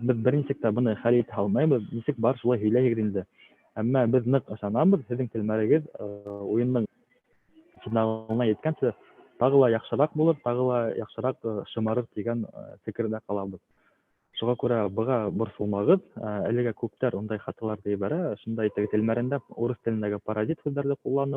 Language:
Bashkir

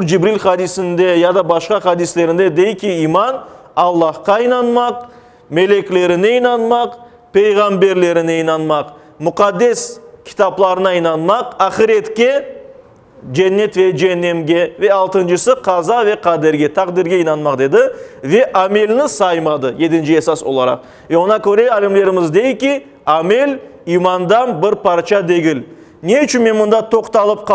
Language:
Crimean Tatar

